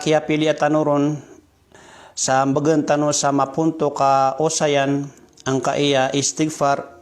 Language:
Maranao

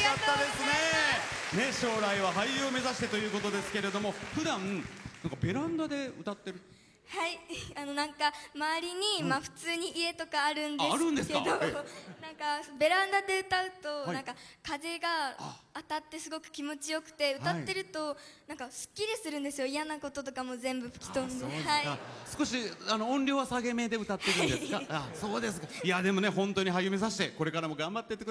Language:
Japanese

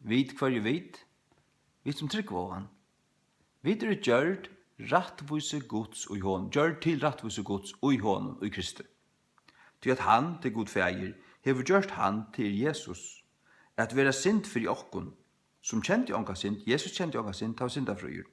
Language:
Faroese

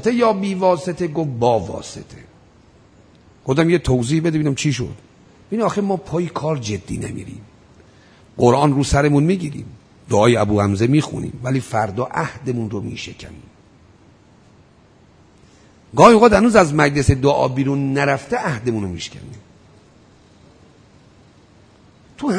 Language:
Persian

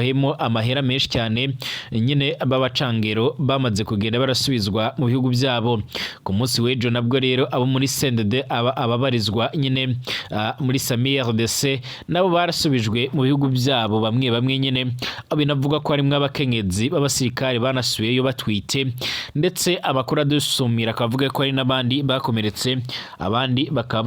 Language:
Rundi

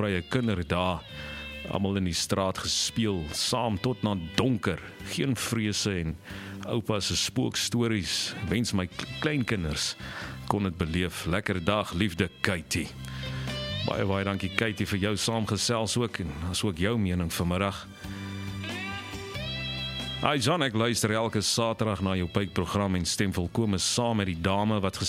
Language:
Afrikaans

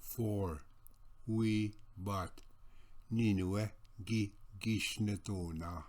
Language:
Ojibwa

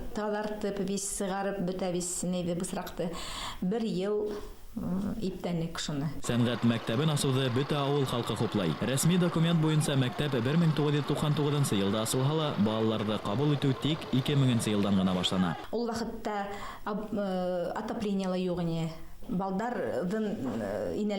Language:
Bashkir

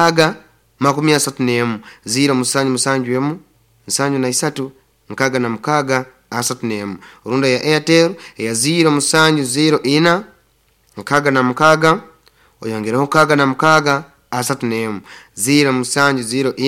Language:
Nyoro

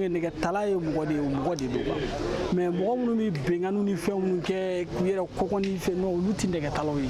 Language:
Bambara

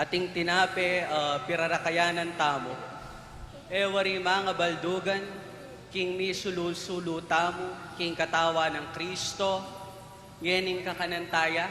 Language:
Pampanga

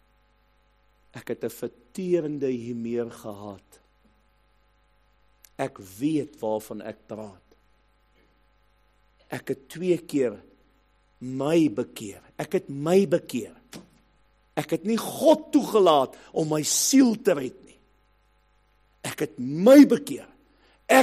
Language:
Afrikaans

